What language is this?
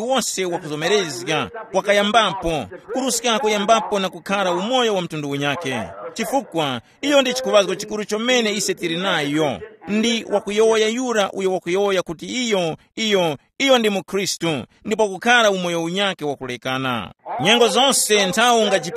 Tumbuka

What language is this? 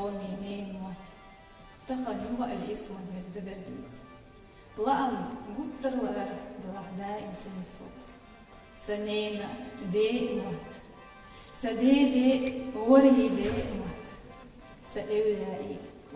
Chechen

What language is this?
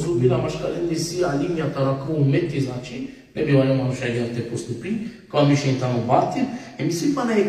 Balkan Romani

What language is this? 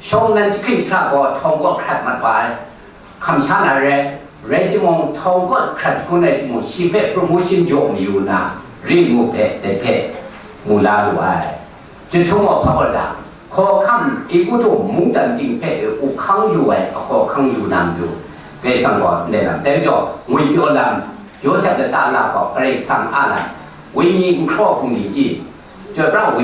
Kachin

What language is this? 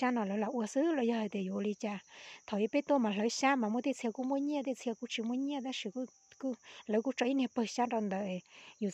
Hmong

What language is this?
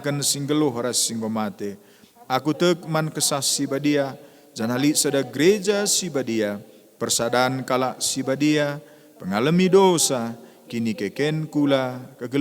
Batak Karo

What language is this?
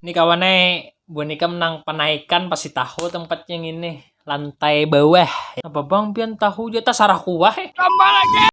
Banjar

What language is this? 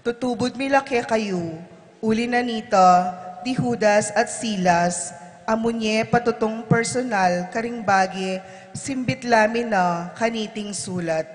Pampanga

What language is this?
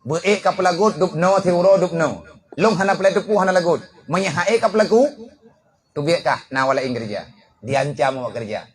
Achinese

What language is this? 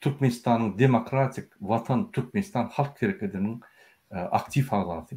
Turkmen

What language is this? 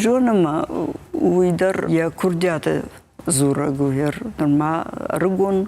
Ossetic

